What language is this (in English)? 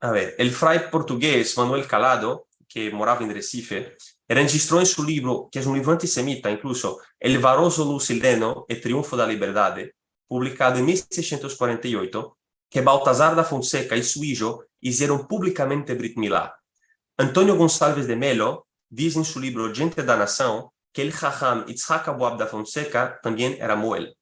Ladino